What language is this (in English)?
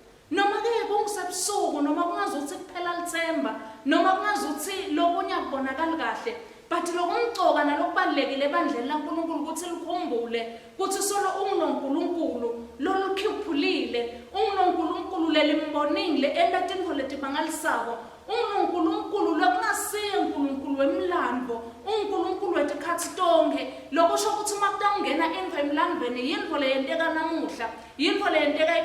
Swati